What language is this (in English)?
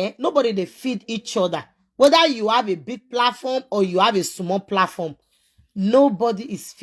Nigerian Pidgin